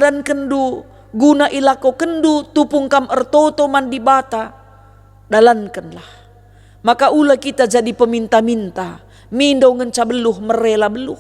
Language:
Batak Karo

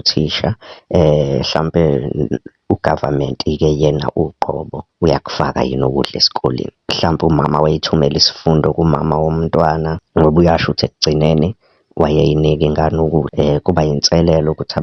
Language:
Zulu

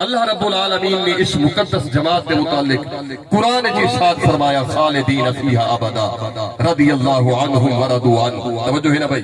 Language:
Saraiki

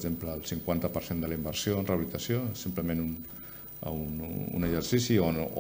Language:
Catalan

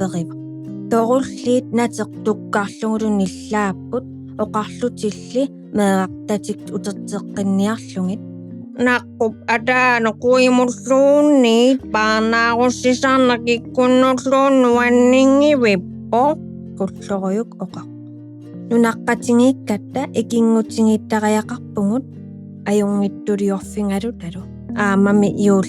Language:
Kalaallisut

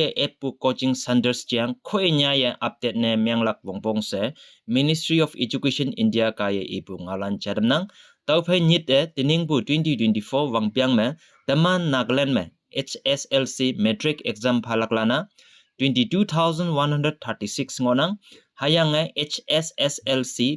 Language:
Konyak Naga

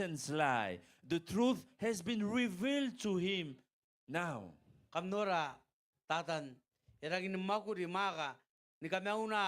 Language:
Gilbertese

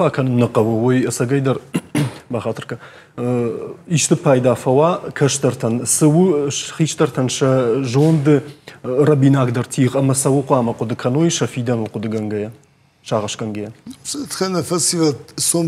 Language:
Ossetic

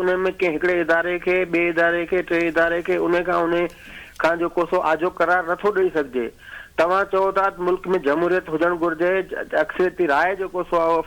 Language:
Sindhi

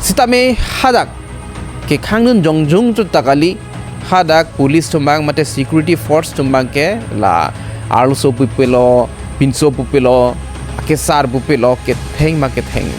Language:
Karbi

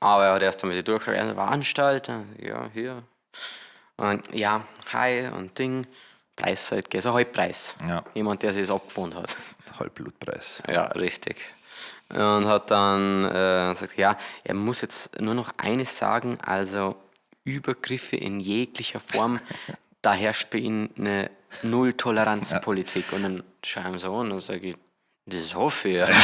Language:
Bavarian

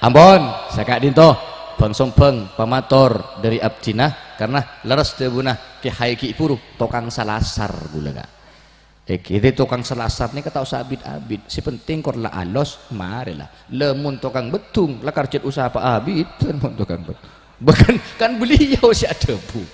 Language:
Madurese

